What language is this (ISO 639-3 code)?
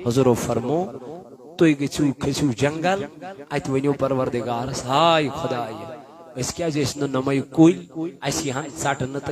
kas